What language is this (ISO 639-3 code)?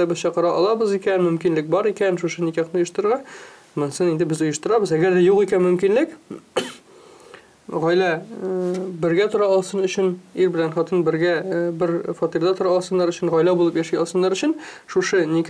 tat